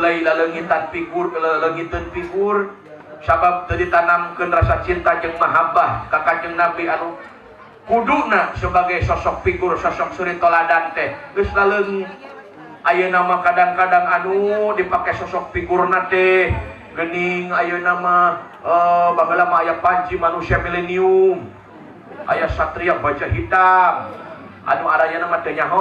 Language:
Sundanese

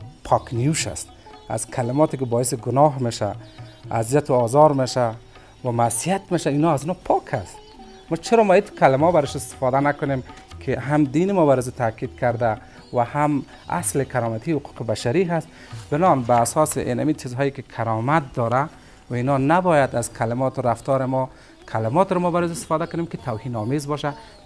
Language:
Persian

